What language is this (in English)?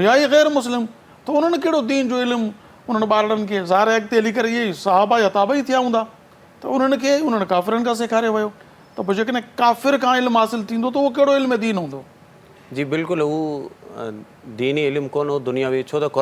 Sindhi